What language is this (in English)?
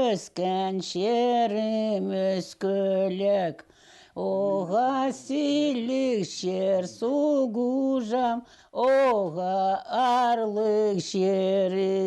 Khakas